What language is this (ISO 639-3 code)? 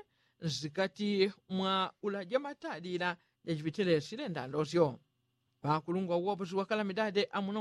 yao